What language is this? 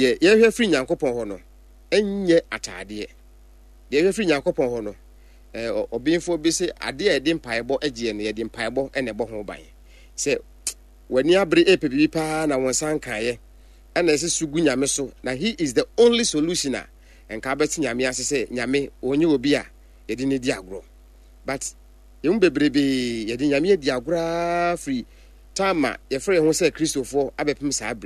Akan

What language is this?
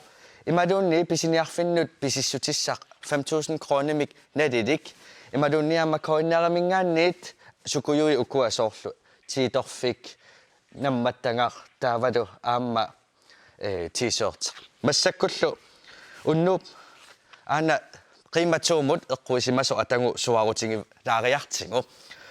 Kalaallisut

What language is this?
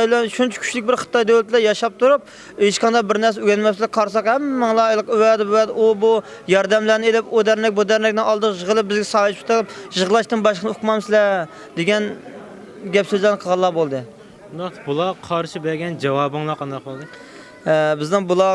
Uyghur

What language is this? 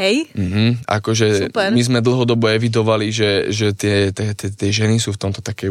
Slovak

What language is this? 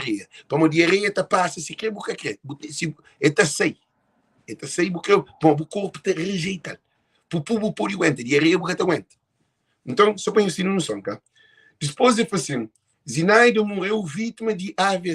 Kabuverdianu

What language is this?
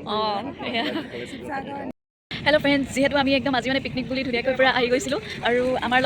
Assamese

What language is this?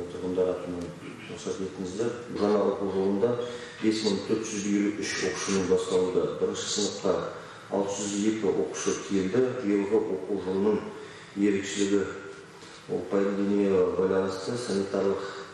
Kazakh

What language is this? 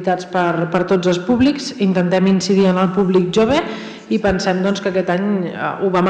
Catalan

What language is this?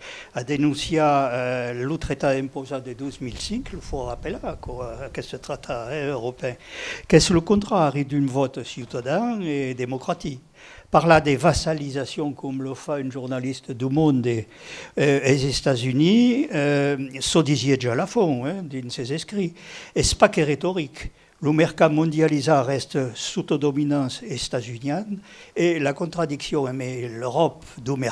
Occitan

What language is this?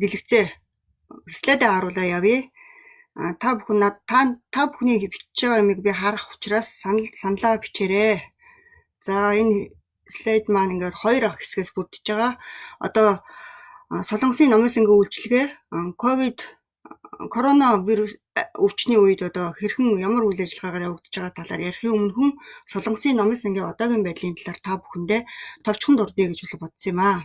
Mongolian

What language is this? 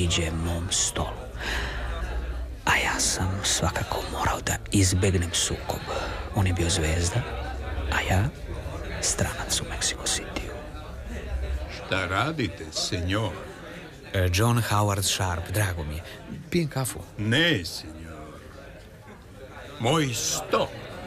Serbian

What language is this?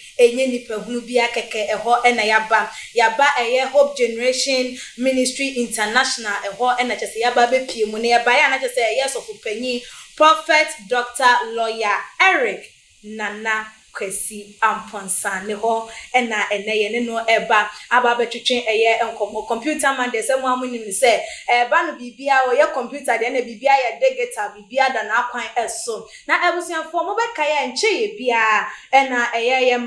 Akan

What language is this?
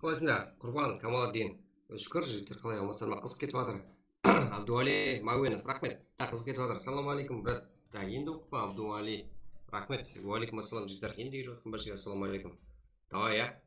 Kara-Kalpak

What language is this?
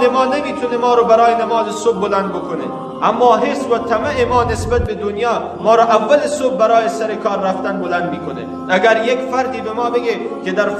Persian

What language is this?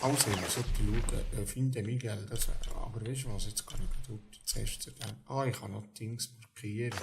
Swiss German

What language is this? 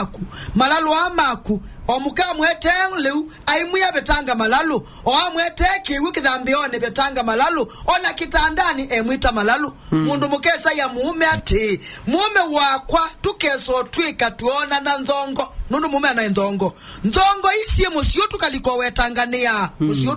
Kamba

